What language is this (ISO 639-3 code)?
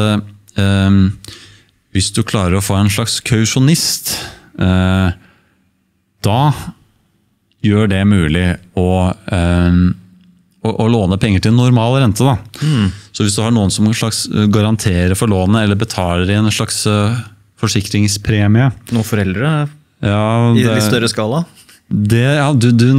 nor